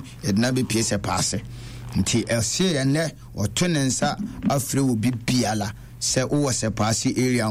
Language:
Akan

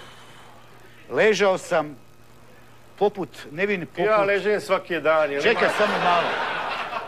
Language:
Croatian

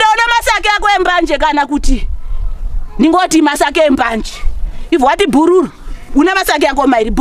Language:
Shona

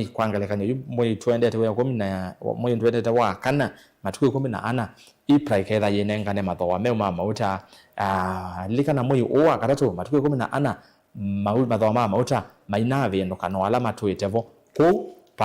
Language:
Kamba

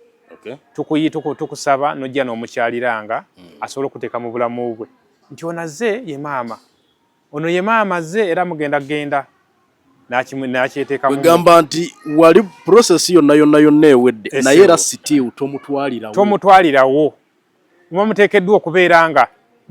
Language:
Ganda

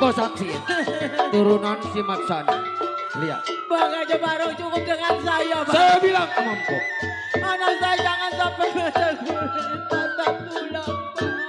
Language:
Betawi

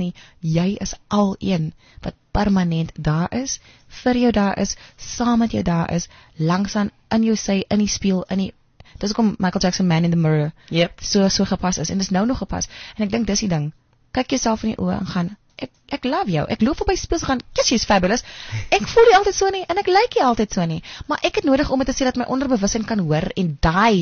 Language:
Afrikaans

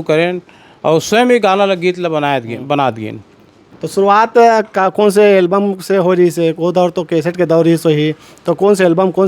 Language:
Chhattisgarhi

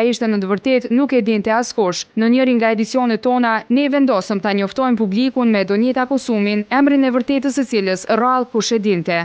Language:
Albanian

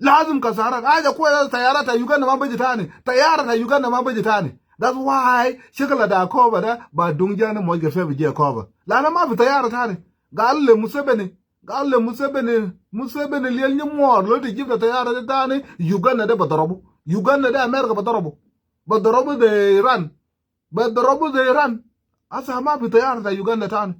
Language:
Nuer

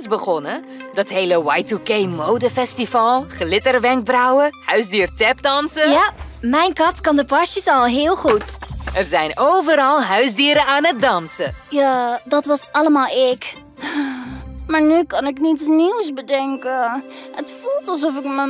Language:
Dutch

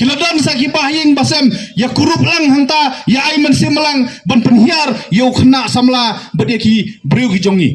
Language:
Khasi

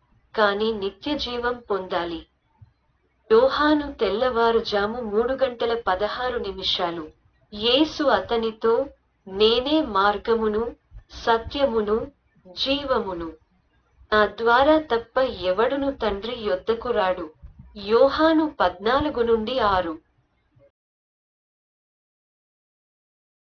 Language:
Telugu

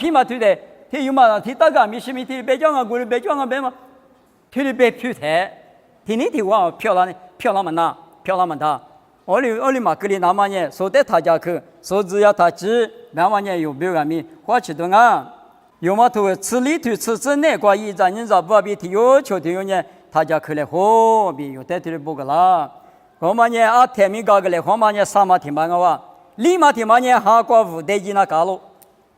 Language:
Lisu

